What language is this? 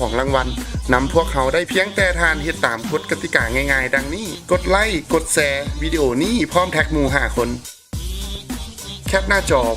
Lao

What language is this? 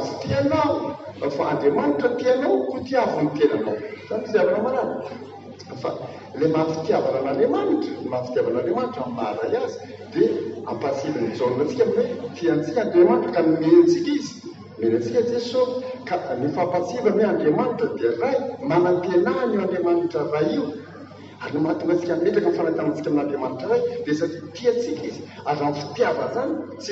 Malagasy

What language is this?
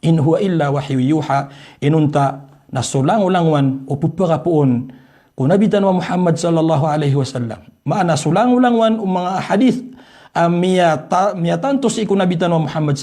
Maranao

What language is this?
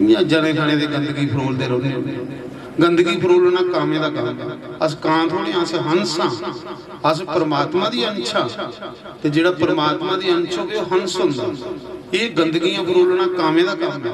Dogri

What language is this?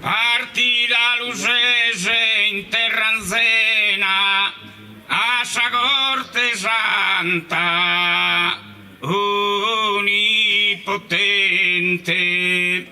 Sardinian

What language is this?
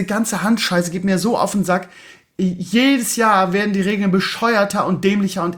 German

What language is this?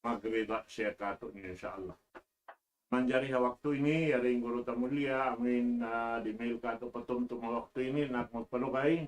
Tausug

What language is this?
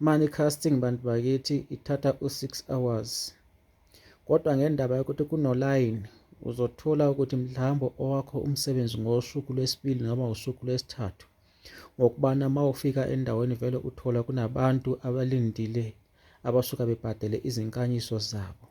Zulu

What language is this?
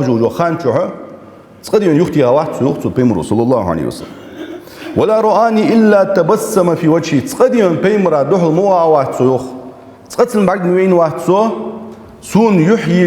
Ingush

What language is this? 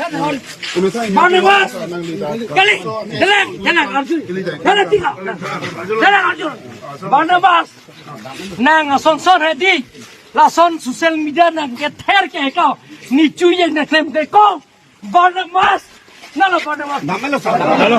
Karbi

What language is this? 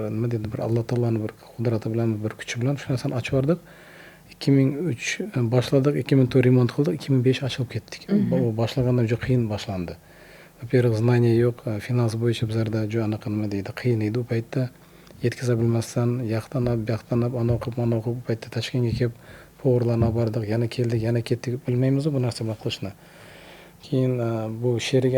Uzbek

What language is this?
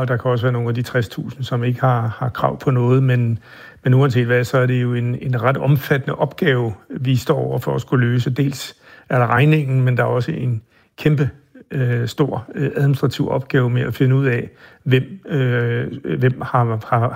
Danish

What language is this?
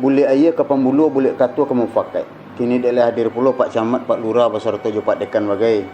Minangkabau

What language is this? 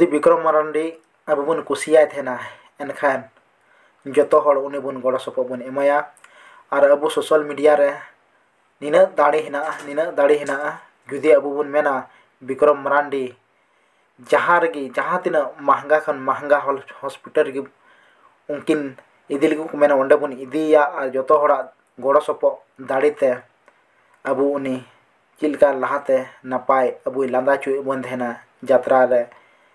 Santali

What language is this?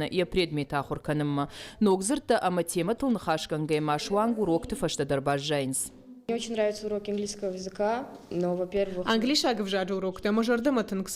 Ossetic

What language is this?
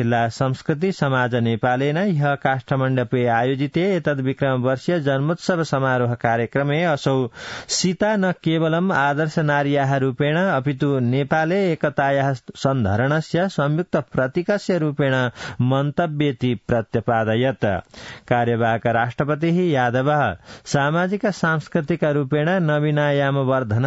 Sanskrit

